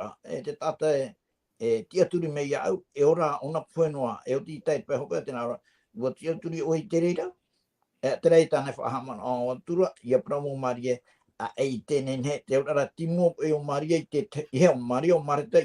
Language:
Tahitian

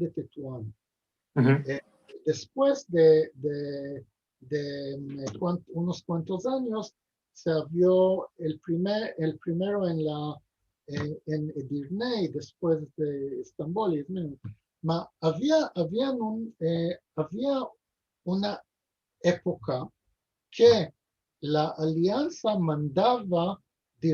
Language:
Ladino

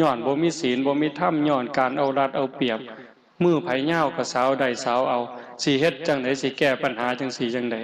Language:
Northeastern Thai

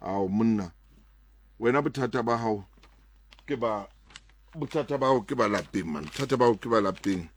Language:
Southern Sotho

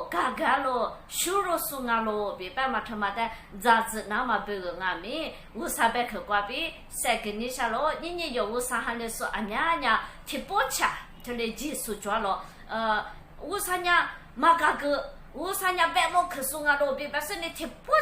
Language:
Lisu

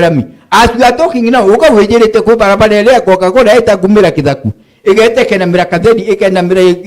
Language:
Meru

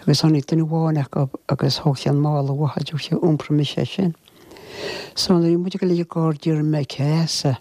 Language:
Irish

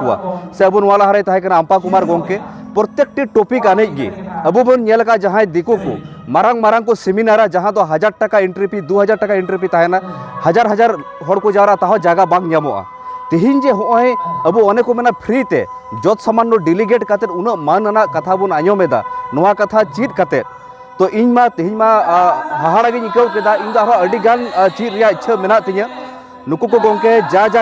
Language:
Santali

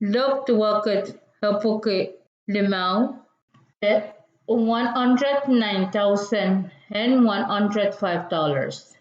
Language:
Pohnpeian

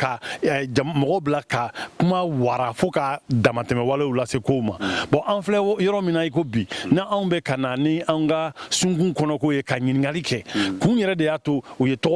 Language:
Bambara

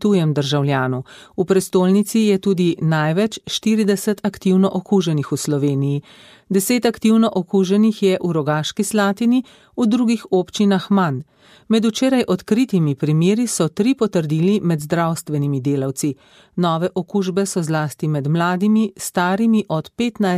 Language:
Slovenian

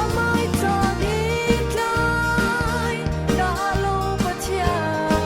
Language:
Falam Chin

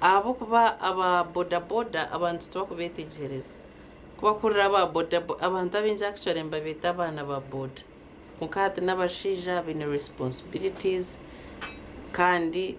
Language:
Nyankole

